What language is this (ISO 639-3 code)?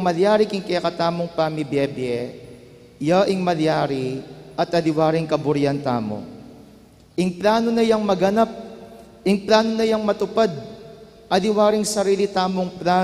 pam